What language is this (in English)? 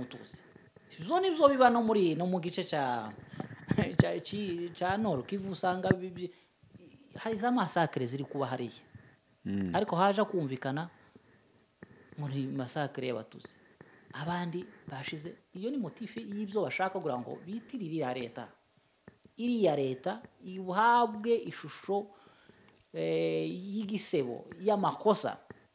Kinyarwanda